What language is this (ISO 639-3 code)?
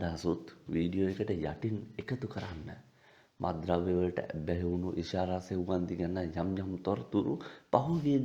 sin